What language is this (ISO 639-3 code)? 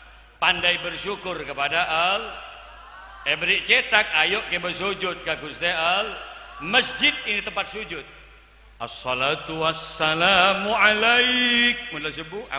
mad